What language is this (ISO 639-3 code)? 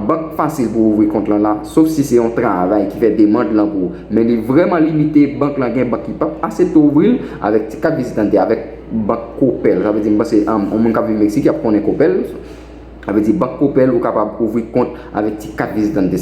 hat